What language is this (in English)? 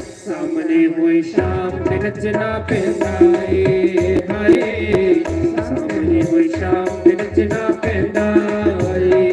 Dogri